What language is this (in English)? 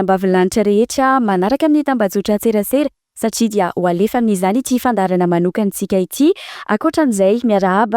Malagasy